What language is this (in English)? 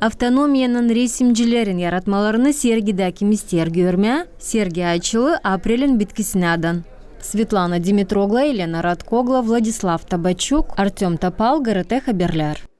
Gagauz